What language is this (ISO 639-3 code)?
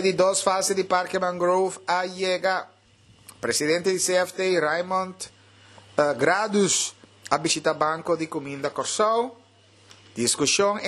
pap